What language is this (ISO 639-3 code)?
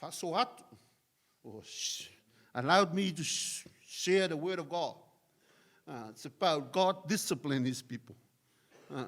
smo